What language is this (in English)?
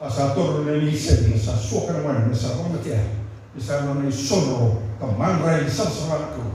Fijian